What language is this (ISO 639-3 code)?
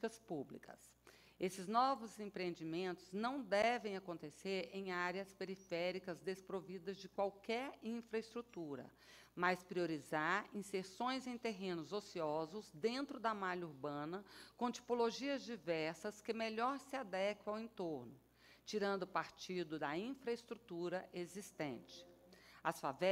por